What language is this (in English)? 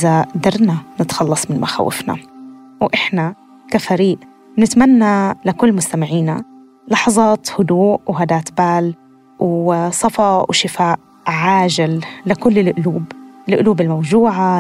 North Levantine Arabic